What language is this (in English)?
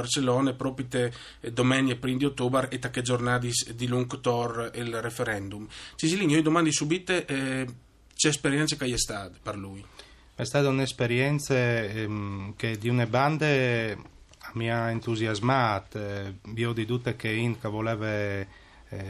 Friulian